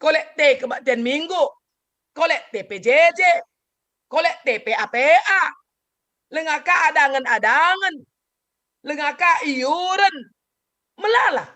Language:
Batak Karo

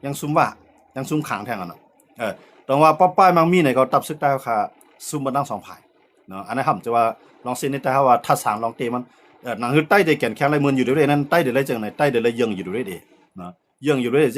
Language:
Shan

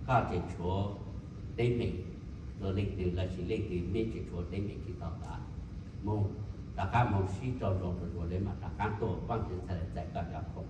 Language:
Hmong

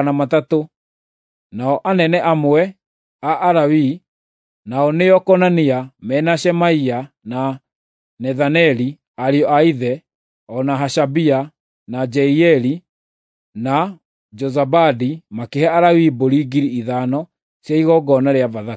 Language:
Kikuyu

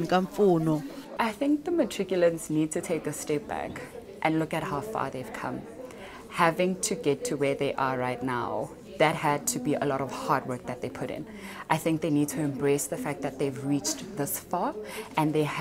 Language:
Tsonga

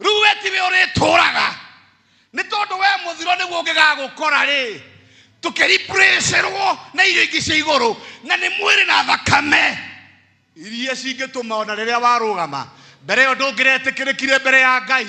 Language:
Kikuyu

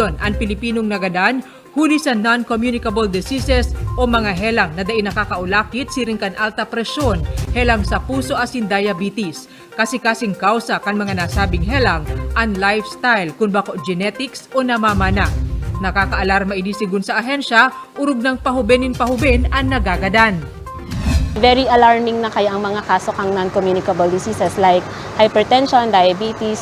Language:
Bikol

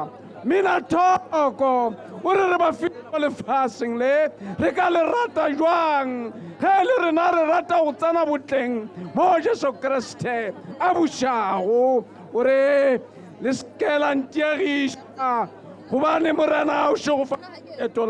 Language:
Tswana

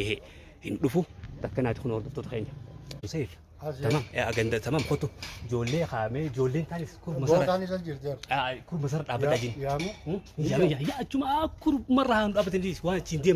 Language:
Oromo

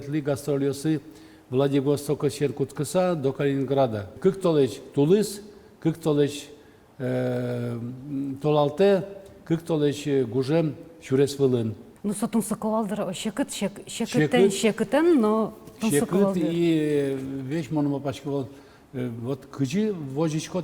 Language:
Udmurt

